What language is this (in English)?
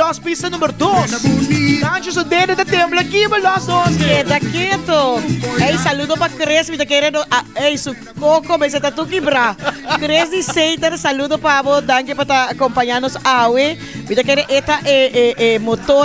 Papiamento